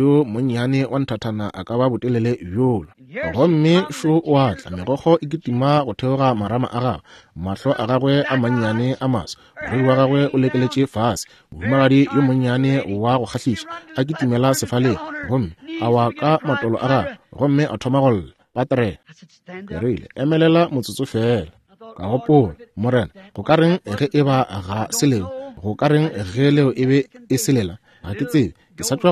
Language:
Northern Sotho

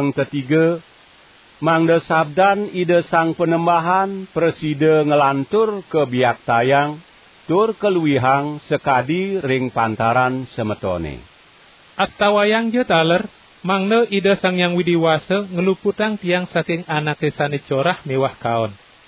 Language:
Balinese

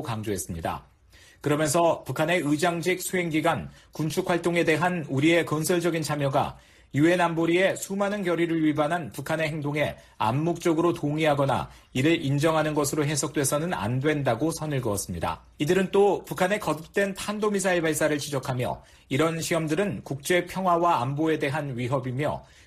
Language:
Korean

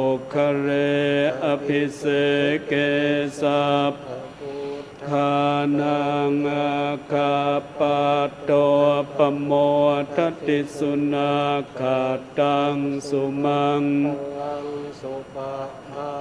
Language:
Pali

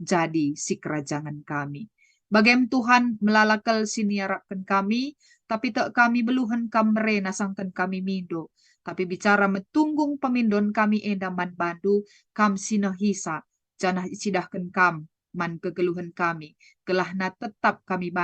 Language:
Batak Karo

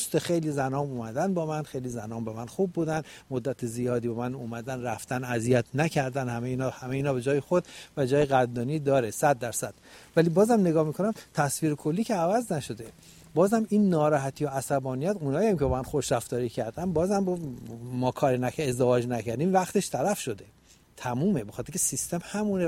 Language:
Persian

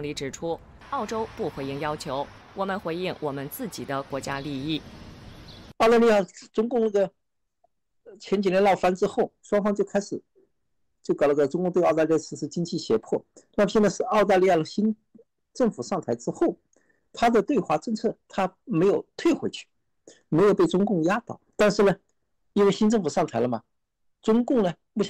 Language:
Chinese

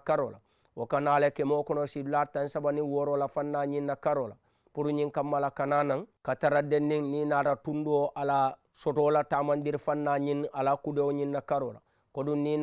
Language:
Mandingo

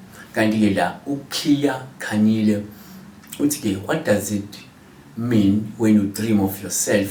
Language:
Zulu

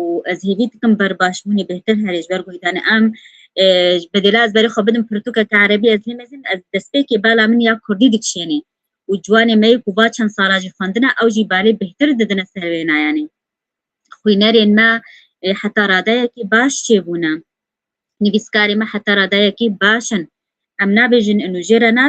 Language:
Kurdish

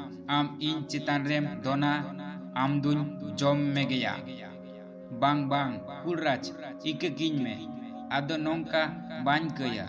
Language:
Santali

